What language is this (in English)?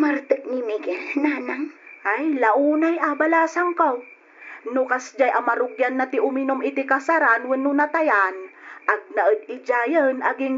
Iloko